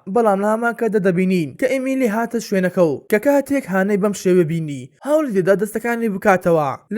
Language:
Central Kurdish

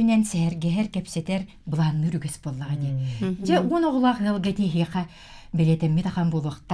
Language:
Yakut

